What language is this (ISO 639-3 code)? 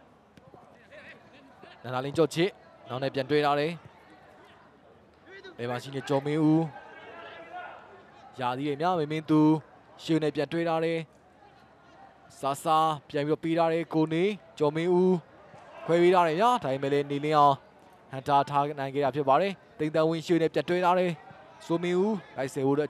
mya